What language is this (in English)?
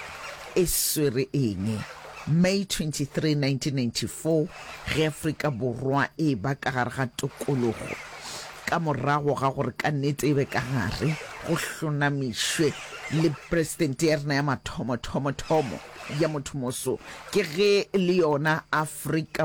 Northern Sotho